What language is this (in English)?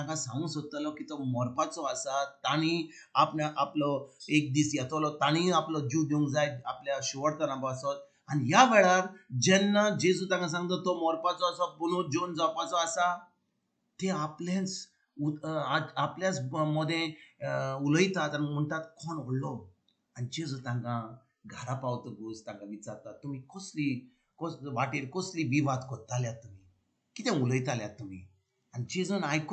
Konkani